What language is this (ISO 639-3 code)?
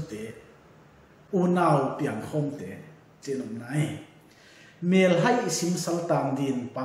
pck